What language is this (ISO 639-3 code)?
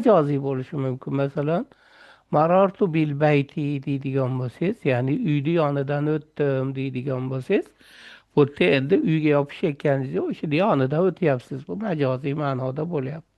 uzb